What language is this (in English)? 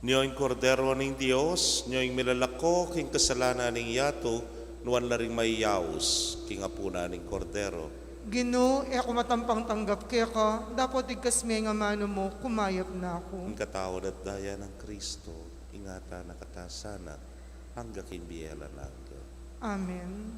Pampanga